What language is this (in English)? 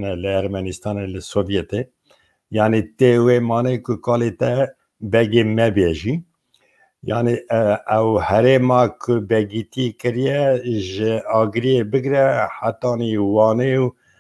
Kurdish